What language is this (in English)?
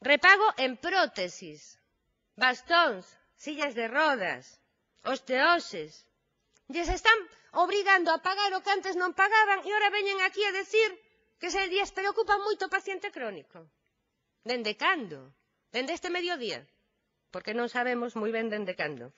Galician